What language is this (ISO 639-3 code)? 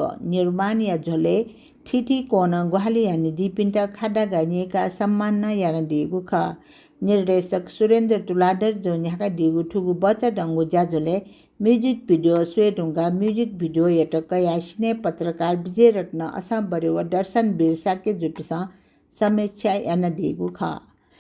new